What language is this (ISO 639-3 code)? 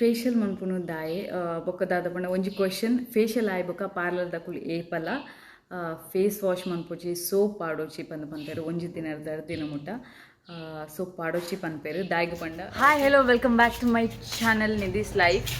tcy